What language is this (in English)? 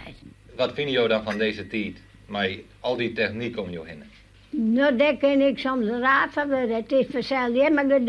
Western Frisian